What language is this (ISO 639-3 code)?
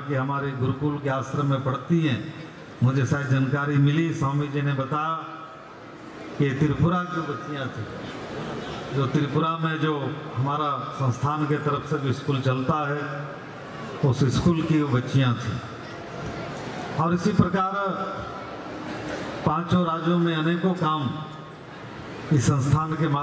hin